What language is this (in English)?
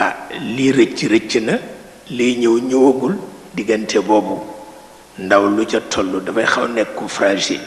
Wolof